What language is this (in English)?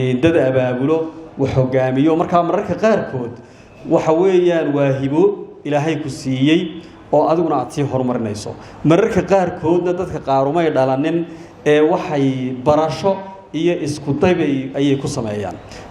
Somali